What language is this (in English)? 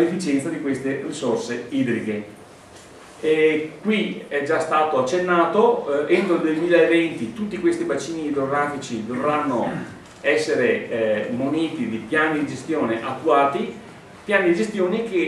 Italian